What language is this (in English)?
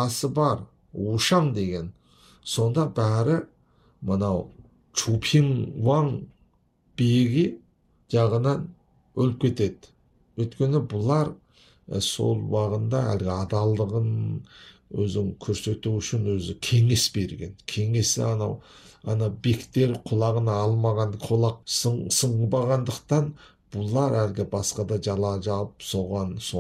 Kazakh